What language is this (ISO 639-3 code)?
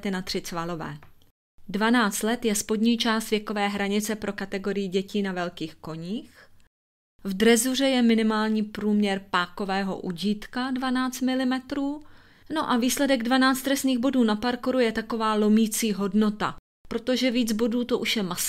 ces